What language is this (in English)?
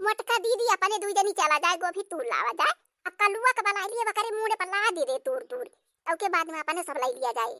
Awadhi